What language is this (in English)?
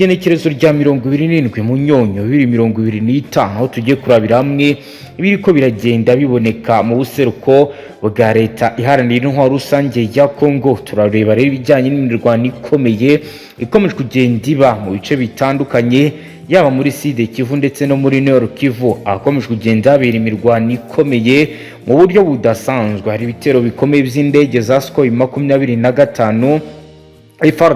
Kinyarwanda